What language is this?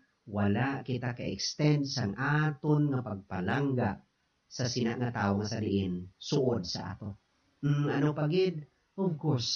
Hiligaynon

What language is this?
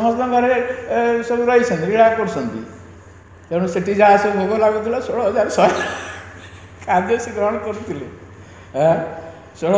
Odia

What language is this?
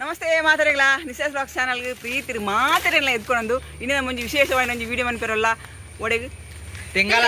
Tulu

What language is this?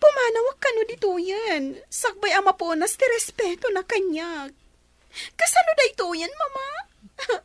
Iloko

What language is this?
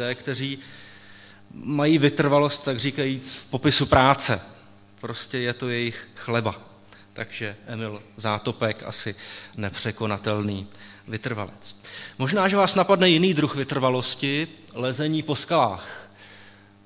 Czech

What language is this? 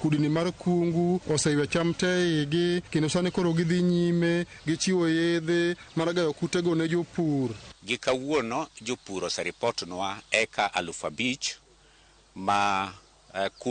Luo (Kenya and Tanzania)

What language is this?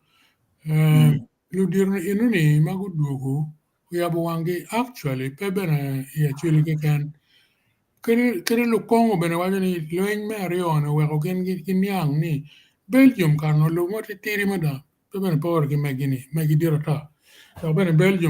Acoli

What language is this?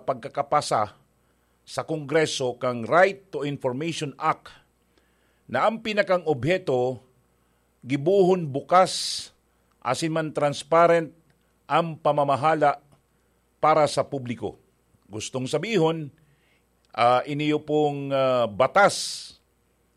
Bikol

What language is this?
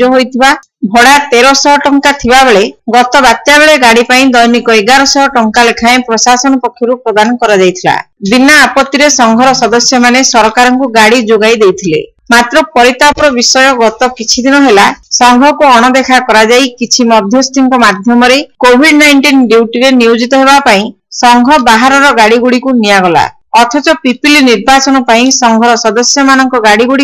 Odia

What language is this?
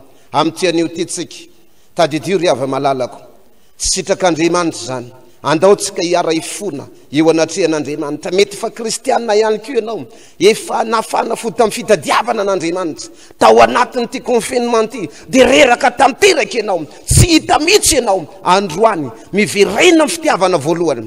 Malagasy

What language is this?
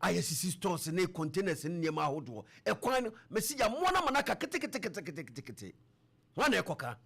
Akan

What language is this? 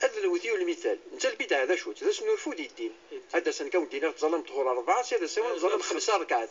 Kabyle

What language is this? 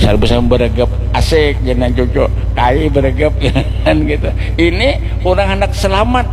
Banjar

